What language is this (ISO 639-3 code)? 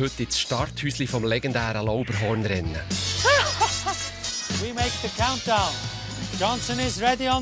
gsw